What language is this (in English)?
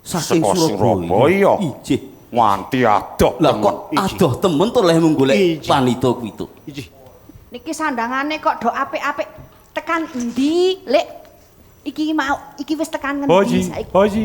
Javanese